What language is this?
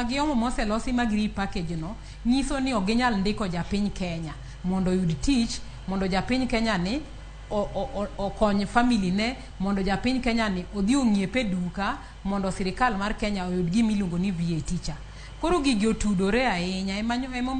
Luo (Kenya and Tanzania)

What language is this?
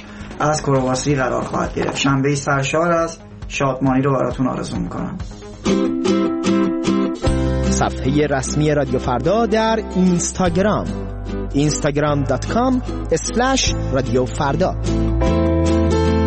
Persian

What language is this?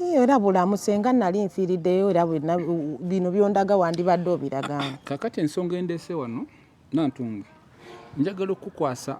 Ganda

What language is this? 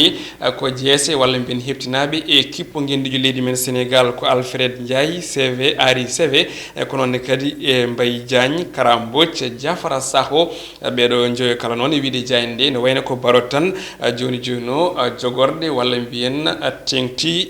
Fula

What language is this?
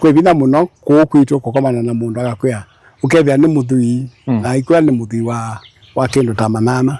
Kamba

